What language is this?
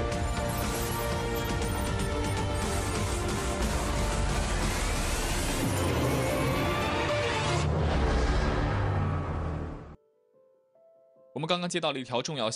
Chinese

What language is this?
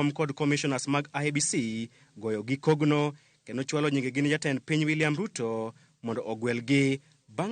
Luo (Kenya and Tanzania)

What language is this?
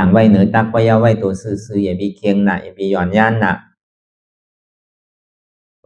Shan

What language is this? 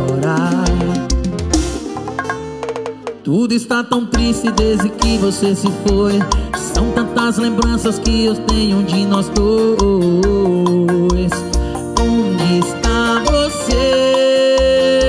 Portuguese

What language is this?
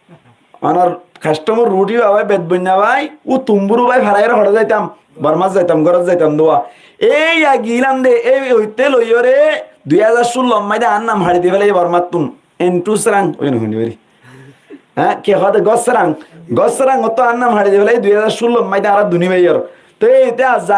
Rohingya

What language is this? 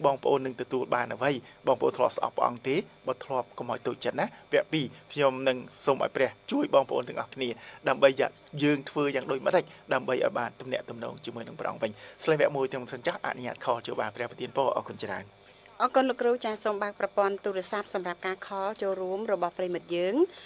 Khmer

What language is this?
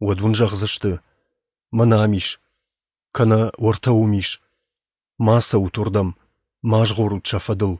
Ossetic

